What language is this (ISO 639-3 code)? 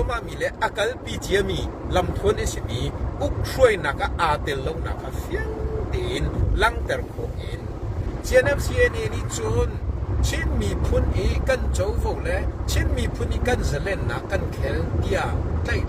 cnh